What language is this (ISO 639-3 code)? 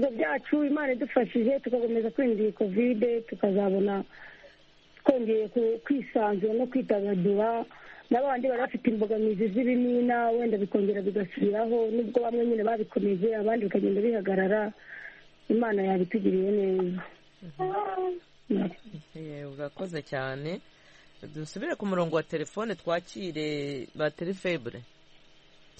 kin